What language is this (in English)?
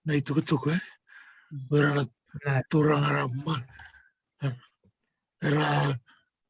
Fijian